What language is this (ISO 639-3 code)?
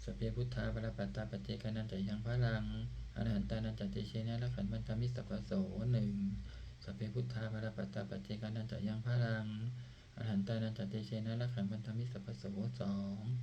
pli